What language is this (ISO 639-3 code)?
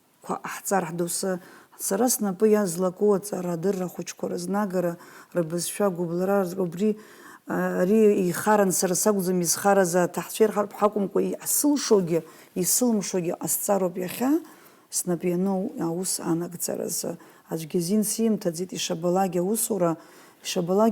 abk